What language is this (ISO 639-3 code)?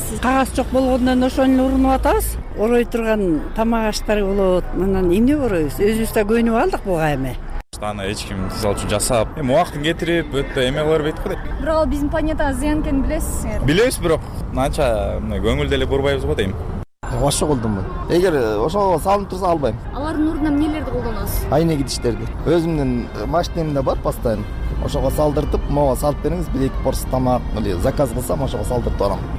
kir